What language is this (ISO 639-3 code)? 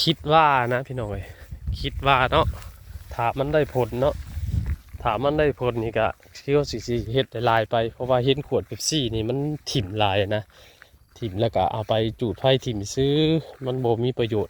lao